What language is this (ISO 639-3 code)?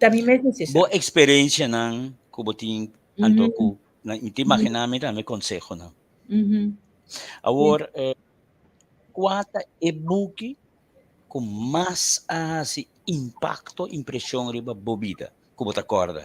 pap